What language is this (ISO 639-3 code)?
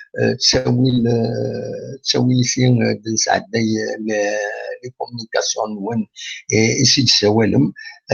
kab